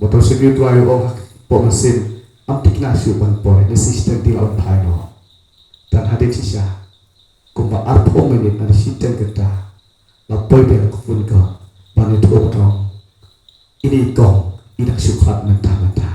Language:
Khasi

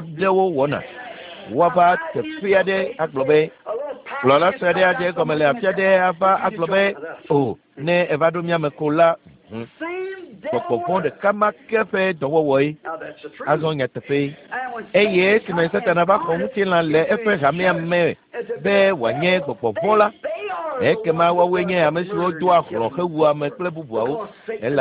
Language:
Ewe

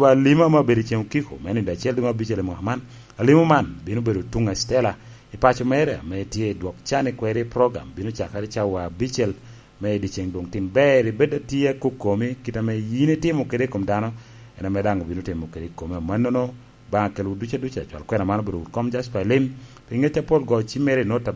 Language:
Lango (Uganda)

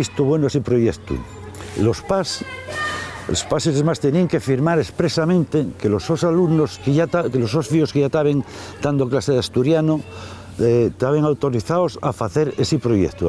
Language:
Asturian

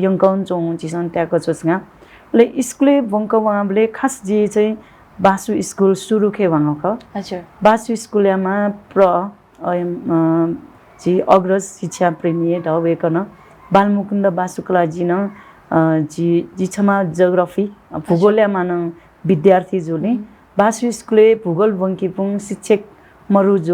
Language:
Newari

